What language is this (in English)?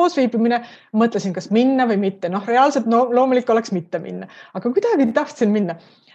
Estonian